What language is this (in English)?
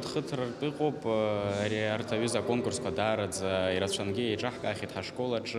Abkhazian